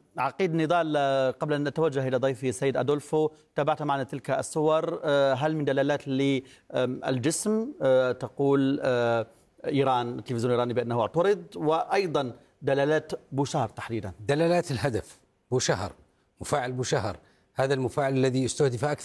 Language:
Arabic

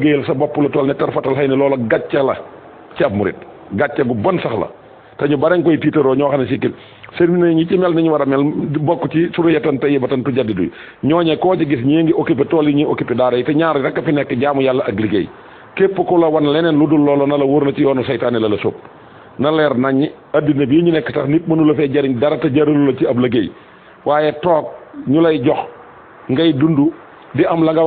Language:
Wolof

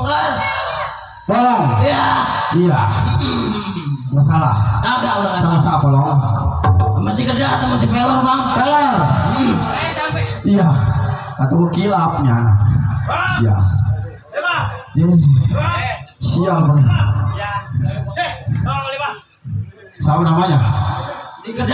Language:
Betawi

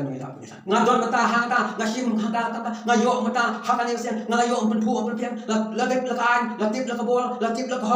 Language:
Khasi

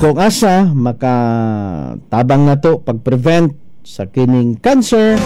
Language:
Cebuano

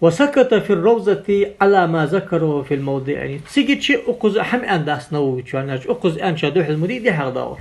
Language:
Ingush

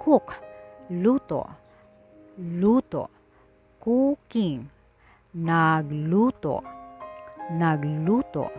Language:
Cebuano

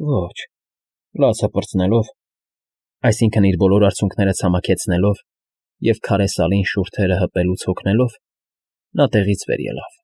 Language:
Armenian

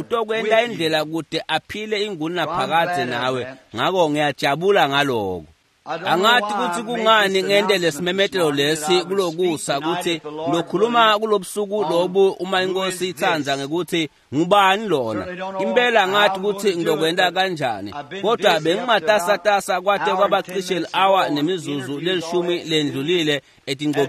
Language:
Swati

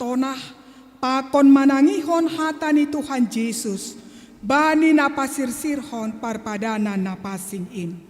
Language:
Batak Simalungun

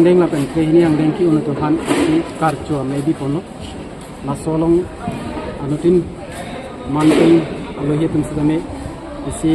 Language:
Karbi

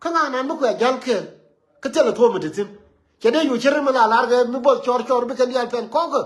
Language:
Nuer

